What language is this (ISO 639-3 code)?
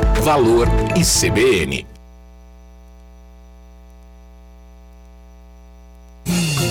por